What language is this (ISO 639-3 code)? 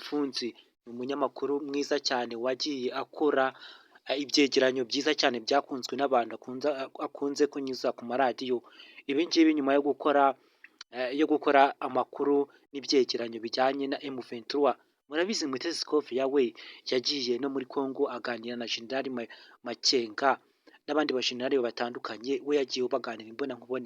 kin